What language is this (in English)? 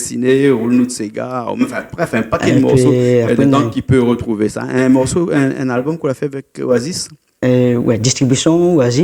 Réunion Creole French